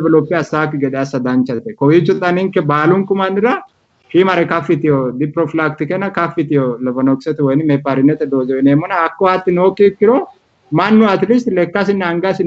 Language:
Sidamo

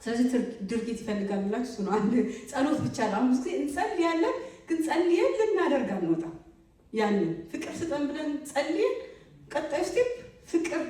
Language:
Amharic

